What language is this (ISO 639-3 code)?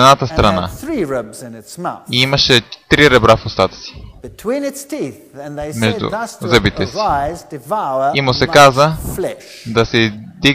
bul